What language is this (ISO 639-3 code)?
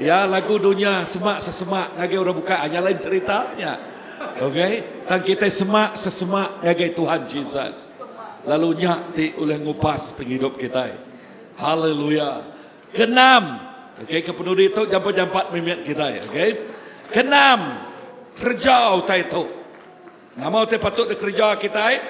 iba